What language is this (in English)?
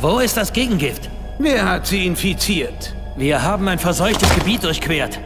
Bavarian